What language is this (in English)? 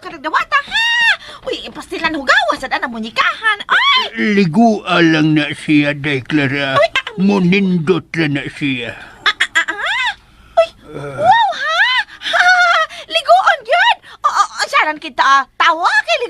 Cebuano